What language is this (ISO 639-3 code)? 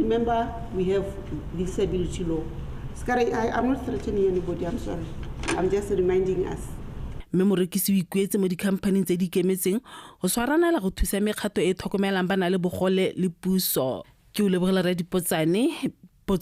tsn